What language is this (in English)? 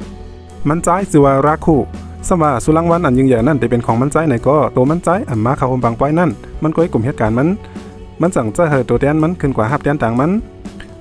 Shan